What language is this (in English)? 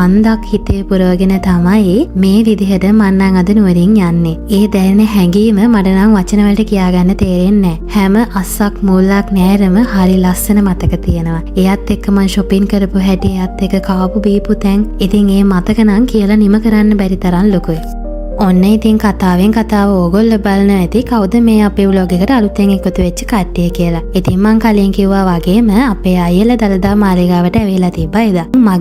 Sinhala